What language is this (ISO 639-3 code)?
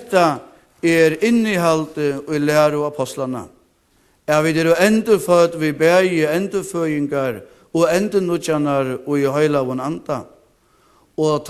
fao